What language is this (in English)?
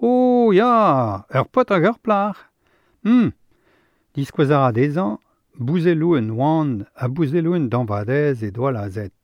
Breton